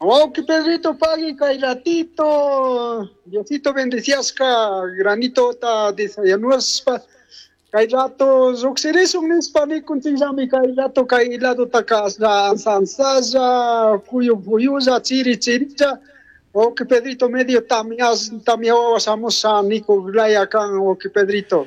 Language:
Chimborazo Highland Quichua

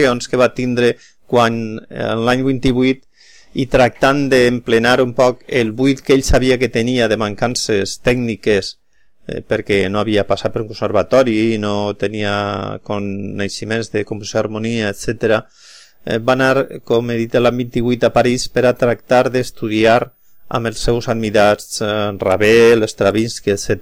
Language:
Catalan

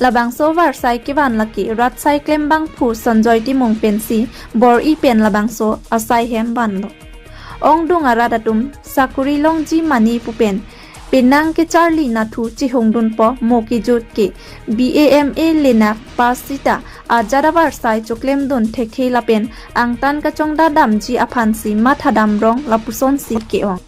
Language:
Karbi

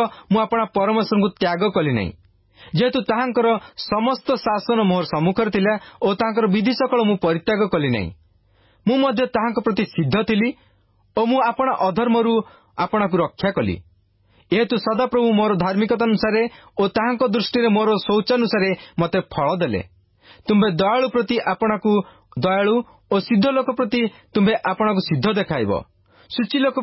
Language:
Odia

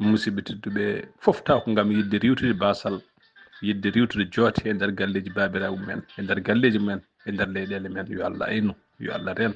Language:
Fula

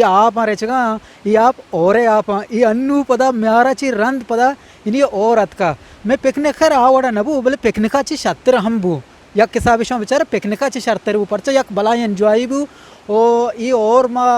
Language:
Eastern Balochi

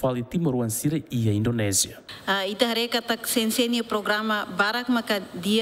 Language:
Tetum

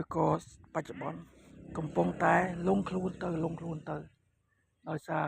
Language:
Khmer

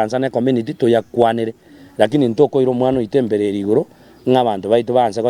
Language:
Gusii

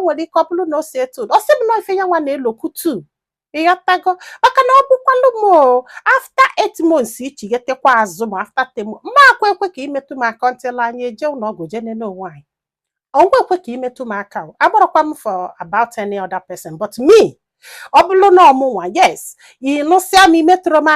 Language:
Igbo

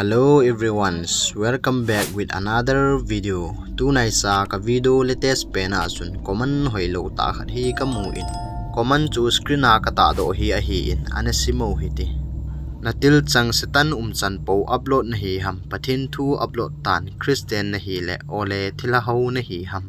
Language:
Thado Chin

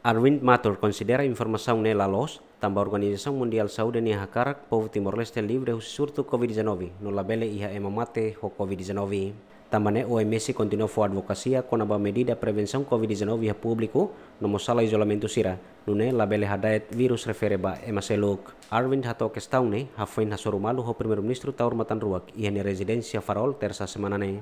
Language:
Tetum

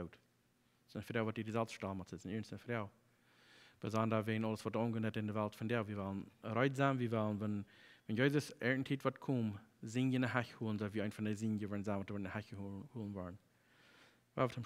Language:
Plautdietsch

